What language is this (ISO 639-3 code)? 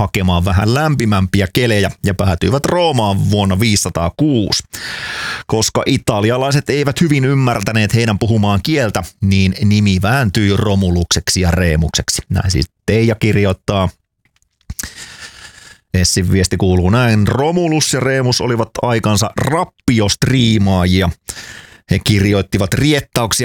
fin